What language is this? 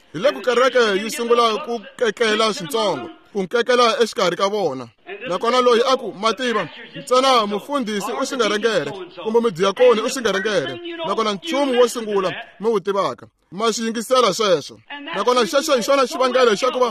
Tsonga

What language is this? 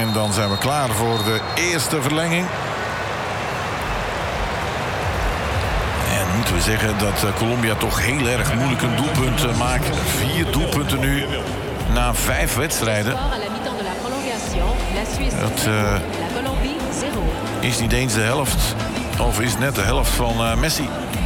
Dutch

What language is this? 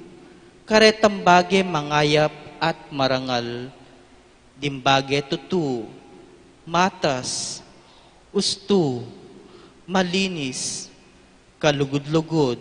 Pampanga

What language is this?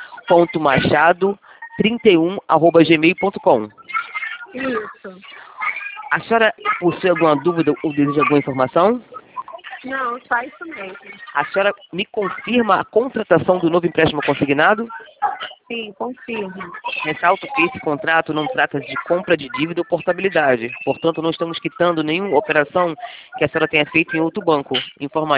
Portuguese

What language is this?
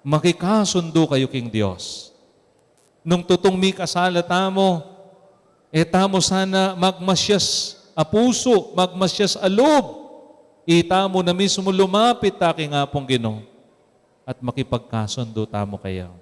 Pampanga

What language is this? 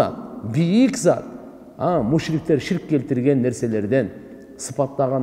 Kyrgyz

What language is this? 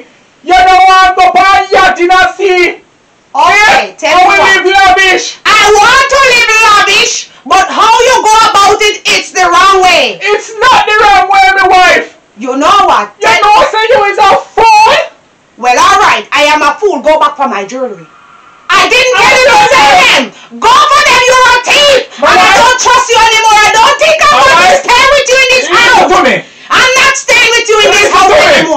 Jamaican Creole English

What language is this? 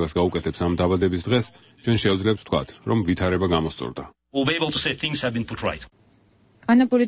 Georgian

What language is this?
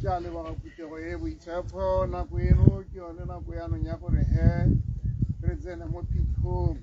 Tswana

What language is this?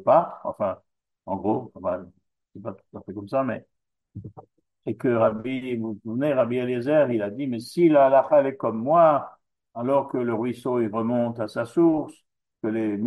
French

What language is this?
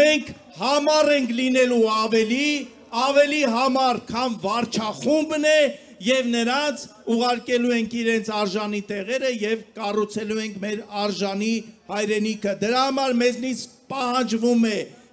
Armenian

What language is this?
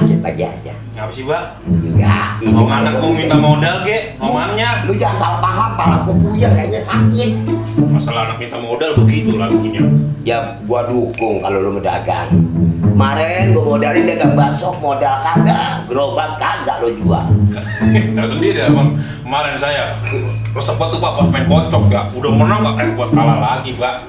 Betawi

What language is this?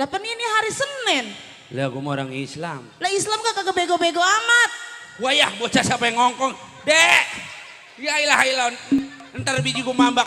Betawi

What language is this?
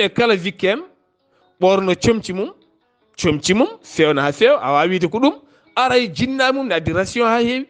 Fula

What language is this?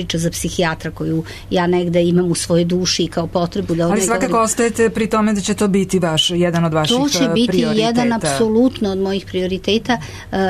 Serbian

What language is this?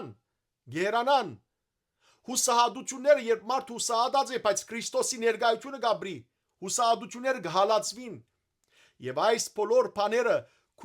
Western Armenian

